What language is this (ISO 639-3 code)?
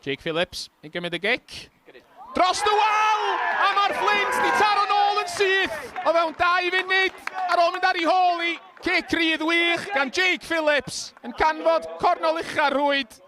cym